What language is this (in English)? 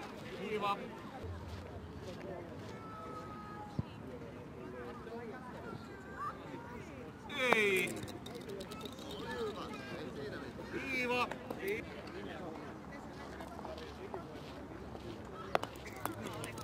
Finnish